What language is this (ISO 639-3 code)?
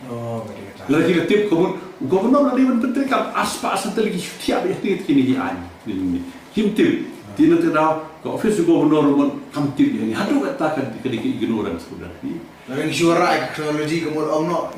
kha